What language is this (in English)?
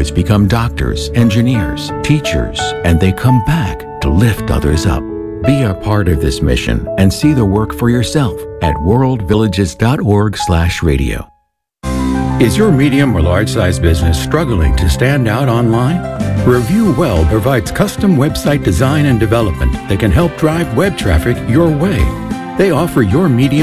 English